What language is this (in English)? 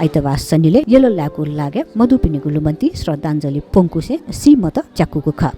Newari